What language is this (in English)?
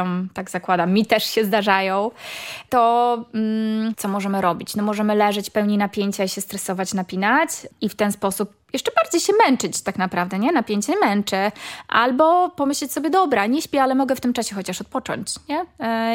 Polish